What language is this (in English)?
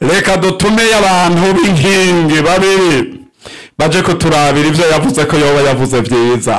Rundi